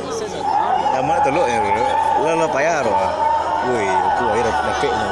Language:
Minangkabau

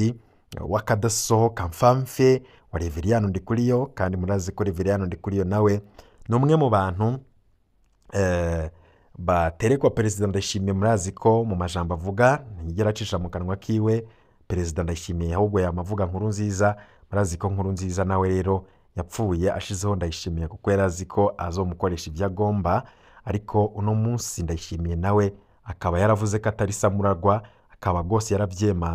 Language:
Rundi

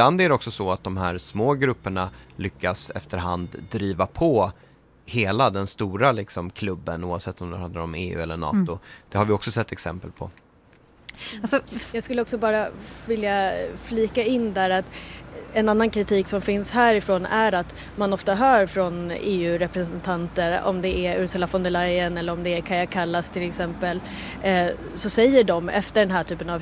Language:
Swedish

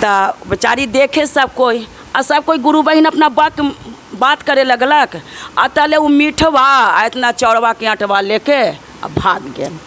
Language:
Magahi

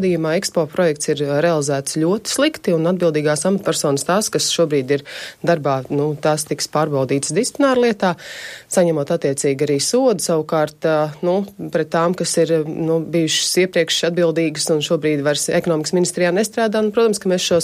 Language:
Latvian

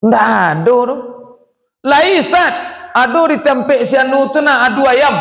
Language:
Minangkabau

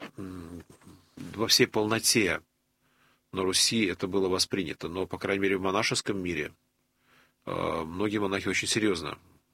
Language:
Russian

